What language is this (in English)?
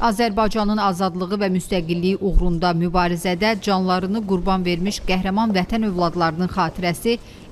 Azerbaijani